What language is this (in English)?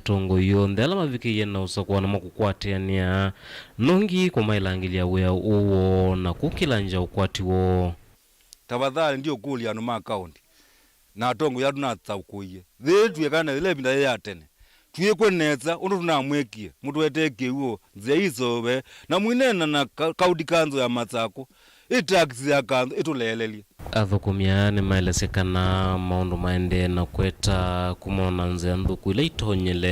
Kamba